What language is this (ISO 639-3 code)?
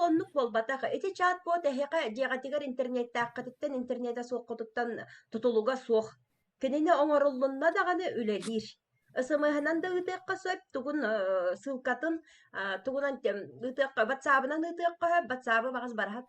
sah